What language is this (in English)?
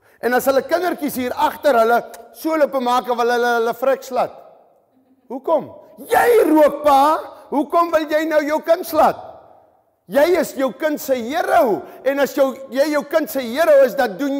Afrikaans